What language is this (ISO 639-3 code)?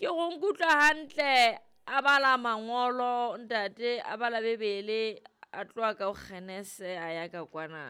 sot